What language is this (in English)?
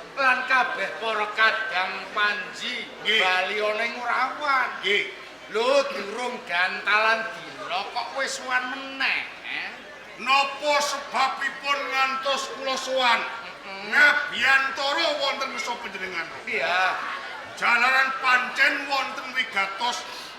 Javanese